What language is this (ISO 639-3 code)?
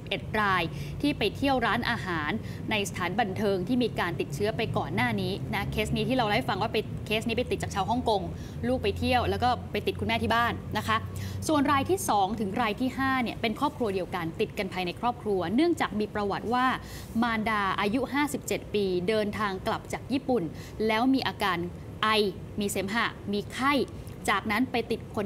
tha